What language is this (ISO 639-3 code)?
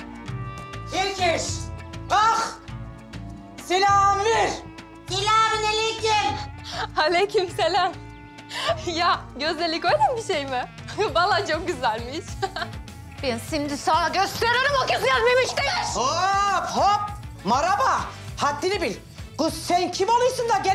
tur